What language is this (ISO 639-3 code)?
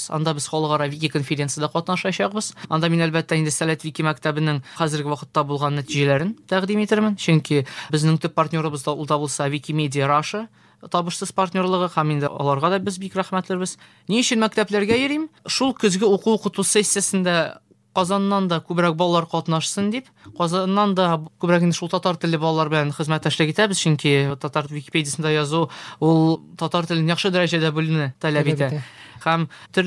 tat